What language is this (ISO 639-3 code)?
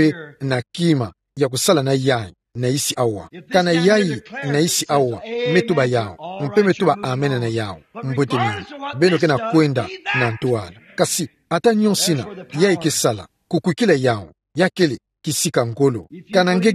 ktu